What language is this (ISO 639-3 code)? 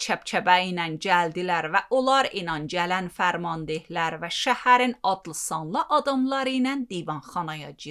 aze